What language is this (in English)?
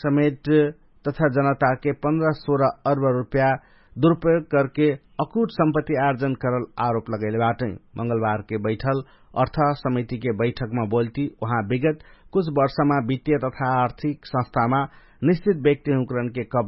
Dangaura Tharu